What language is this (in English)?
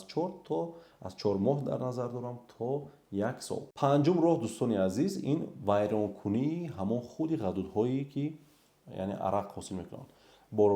Tajik